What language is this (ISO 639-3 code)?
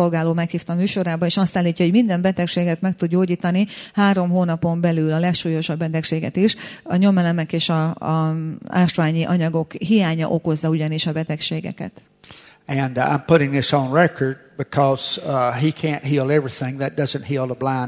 hun